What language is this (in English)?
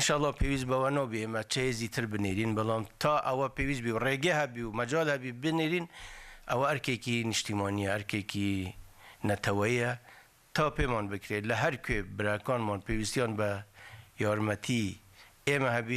Kurdish